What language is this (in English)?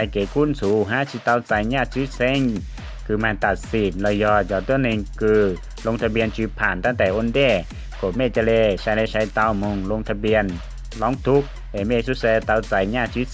Hmong